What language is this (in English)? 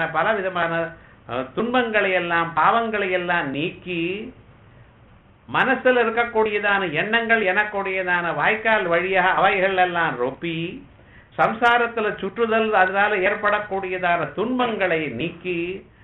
Tamil